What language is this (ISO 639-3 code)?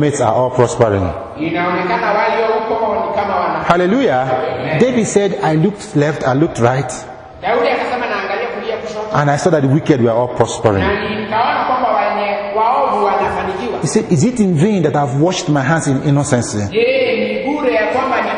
swa